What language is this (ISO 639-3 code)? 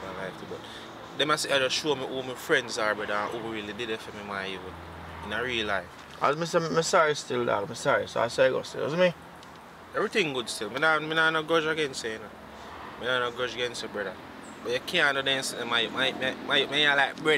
jam